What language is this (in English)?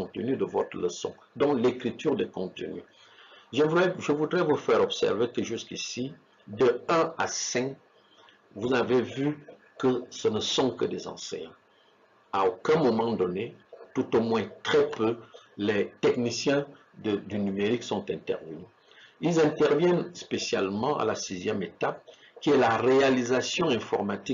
French